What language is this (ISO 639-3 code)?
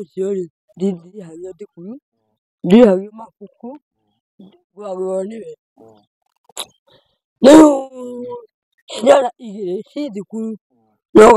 kik